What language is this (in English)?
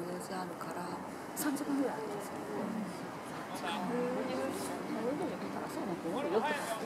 Japanese